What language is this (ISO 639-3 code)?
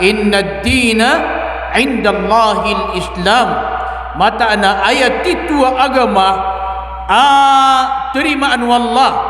mrw